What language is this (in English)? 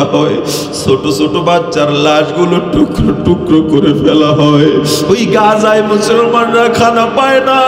Bangla